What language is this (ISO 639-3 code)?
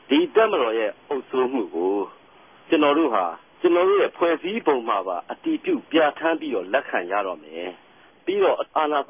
mya